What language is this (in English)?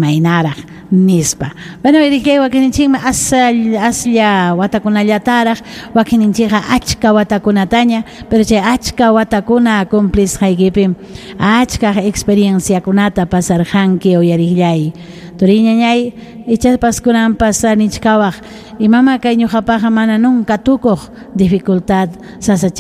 Ayacucho Quechua